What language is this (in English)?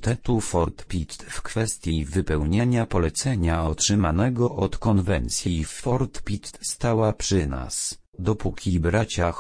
Polish